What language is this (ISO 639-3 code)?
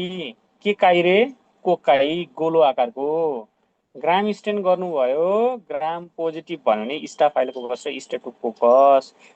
nep